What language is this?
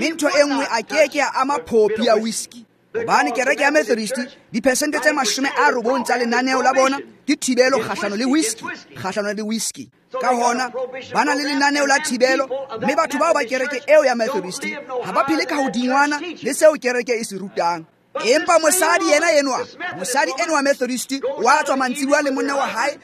Tswana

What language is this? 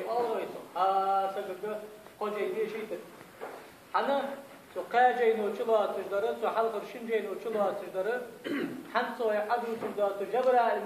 Ingush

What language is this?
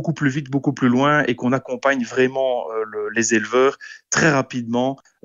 French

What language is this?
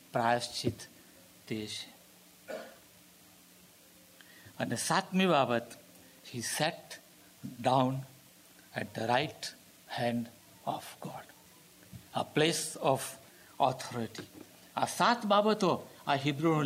Gujarati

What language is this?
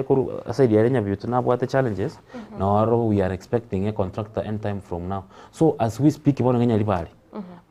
Gusii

